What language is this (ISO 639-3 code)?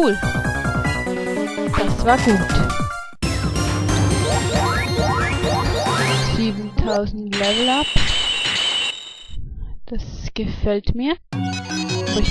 deu